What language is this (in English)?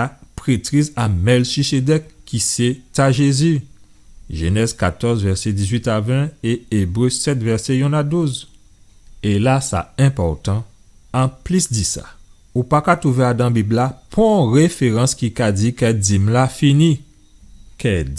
Guadeloupean Creole French